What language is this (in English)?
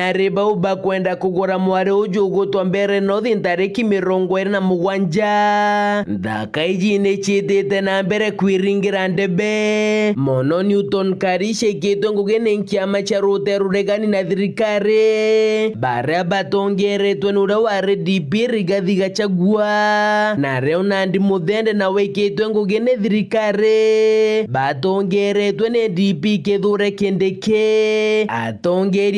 Meru